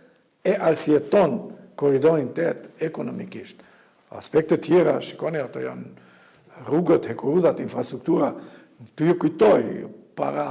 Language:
Albanian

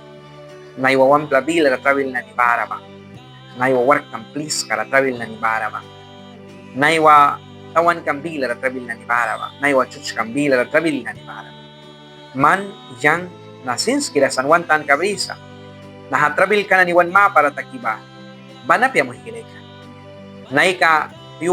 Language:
Mískito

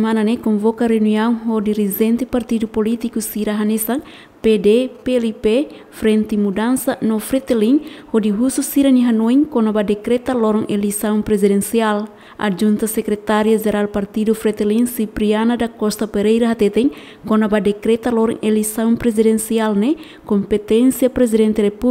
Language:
Tetum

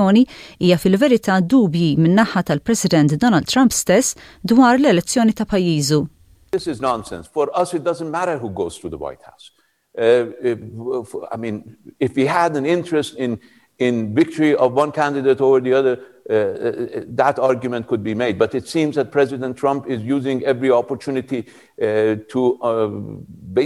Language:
Maltese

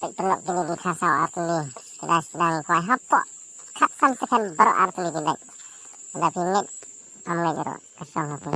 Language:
Khasi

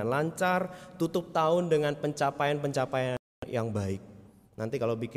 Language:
Indonesian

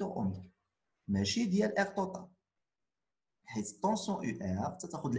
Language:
Moroccan Arabic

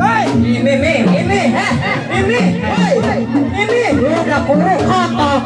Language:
Betawi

